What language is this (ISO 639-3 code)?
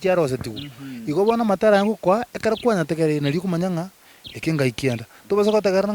guz